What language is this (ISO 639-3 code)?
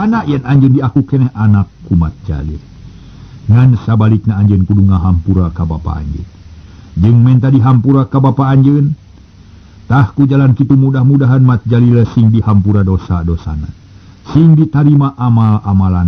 sun